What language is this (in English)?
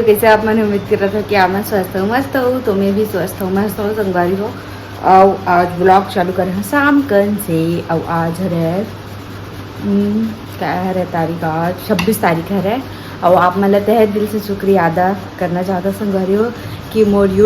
Chhattisgarhi